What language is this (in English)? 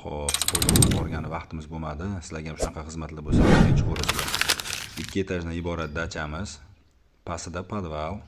Uzbek